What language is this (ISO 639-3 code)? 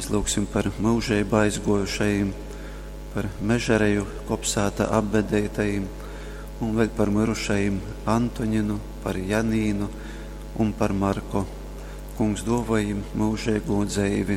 ltg